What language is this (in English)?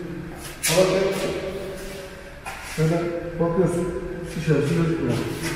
Turkish